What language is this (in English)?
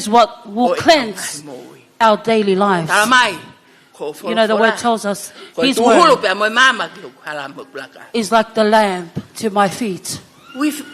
Tongan